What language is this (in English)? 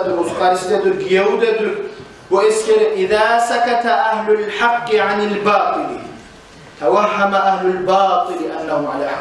Kumyk